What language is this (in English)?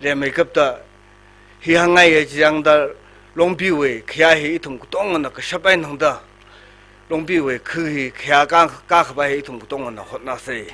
Tangkhul Naga (India)